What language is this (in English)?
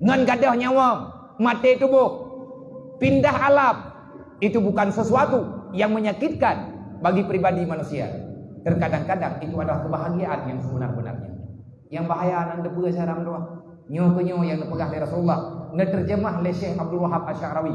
Achinese